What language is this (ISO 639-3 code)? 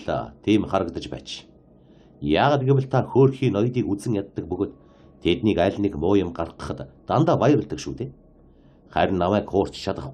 mon